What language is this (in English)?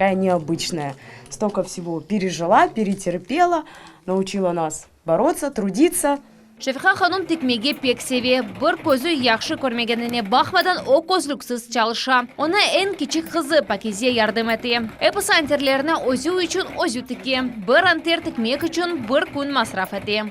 Crimean Tatar